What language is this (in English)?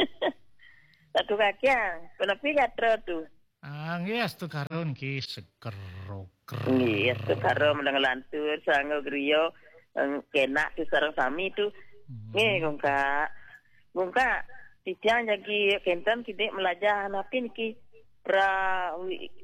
Balinese